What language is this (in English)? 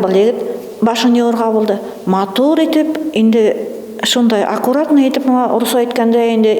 Bashkir